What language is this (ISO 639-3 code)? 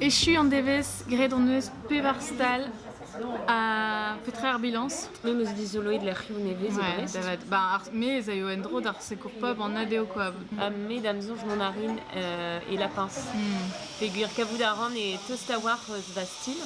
bre